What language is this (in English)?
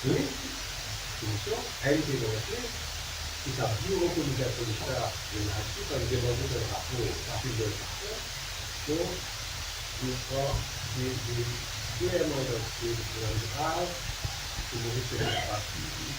Morisyen